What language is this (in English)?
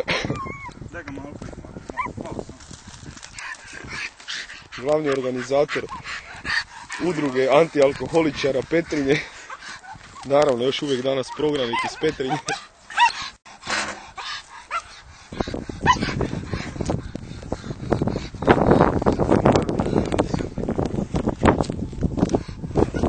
Croatian